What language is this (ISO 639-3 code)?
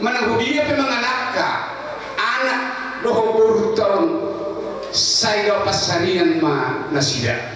bbc